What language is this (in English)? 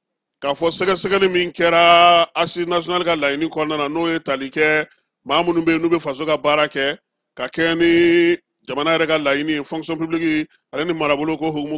Bambara